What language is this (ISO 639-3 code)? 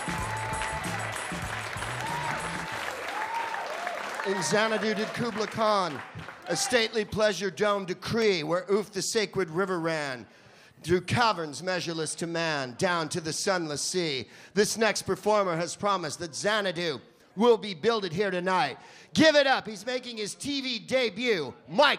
eng